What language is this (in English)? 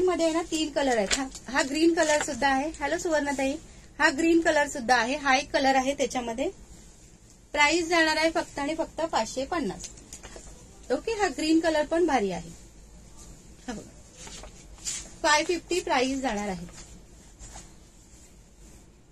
Marathi